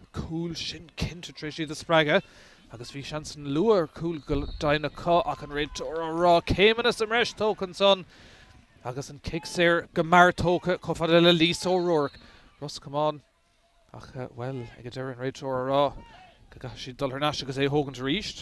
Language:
Irish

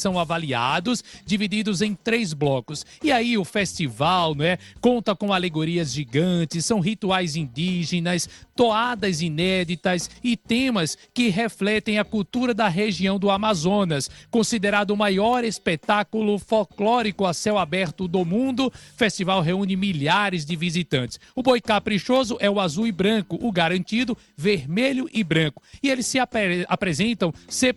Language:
Portuguese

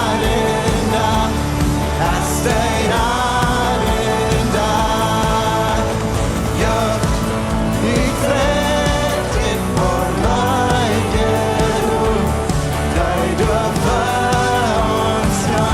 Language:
Plautdietsch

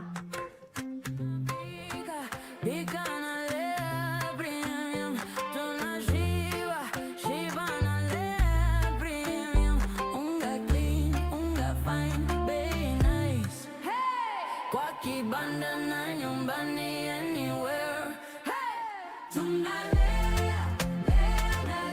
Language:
Meru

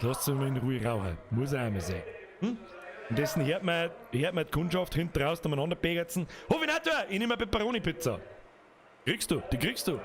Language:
Bavarian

